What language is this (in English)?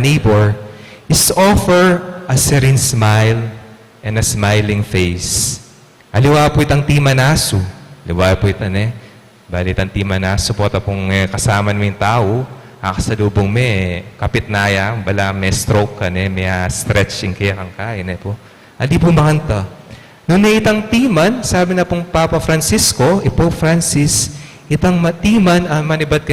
Pampanga